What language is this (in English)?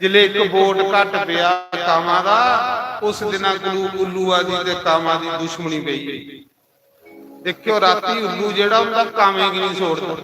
Dogri